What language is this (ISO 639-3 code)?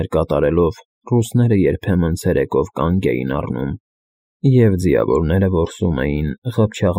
hye